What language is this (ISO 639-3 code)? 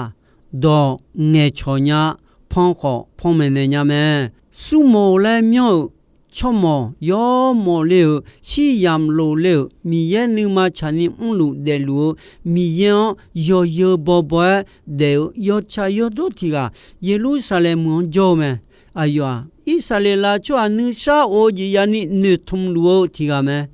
ahk